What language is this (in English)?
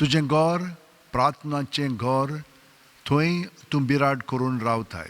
Konkani